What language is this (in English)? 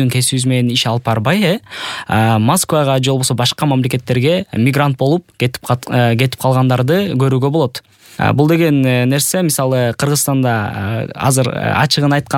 Kyrgyz